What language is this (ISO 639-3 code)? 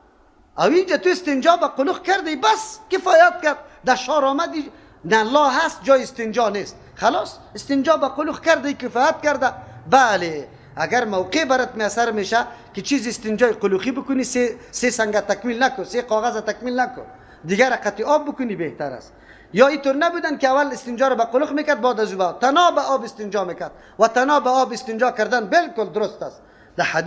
fas